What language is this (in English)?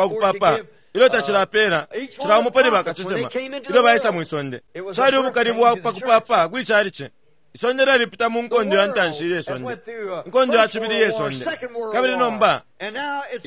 Bemba